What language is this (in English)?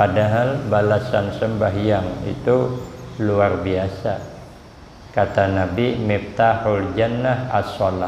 Banjar